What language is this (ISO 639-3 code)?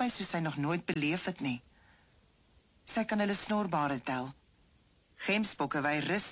afr